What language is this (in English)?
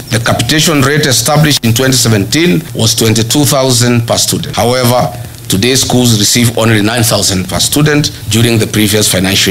Kikuyu